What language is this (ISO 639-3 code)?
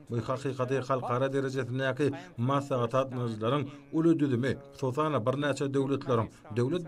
tuk